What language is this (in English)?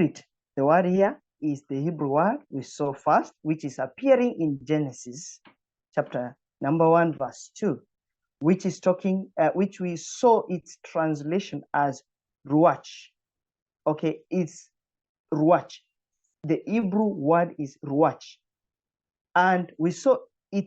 English